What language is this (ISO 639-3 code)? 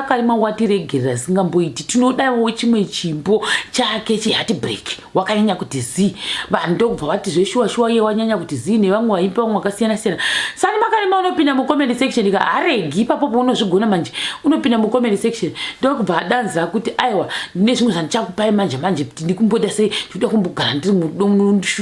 sna